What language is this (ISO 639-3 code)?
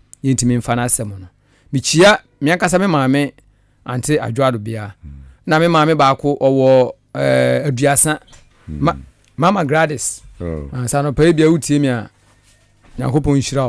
aka